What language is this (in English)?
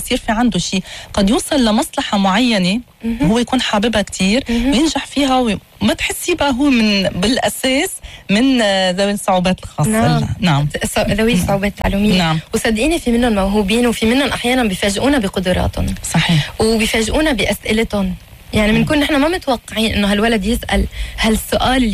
North Levantine Arabic